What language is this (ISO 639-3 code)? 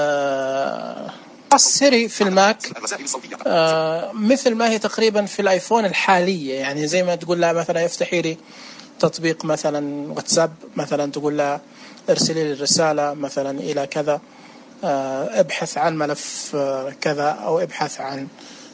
ars